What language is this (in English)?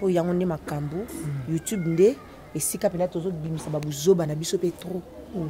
Lingala